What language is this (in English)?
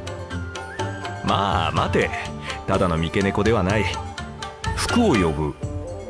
Japanese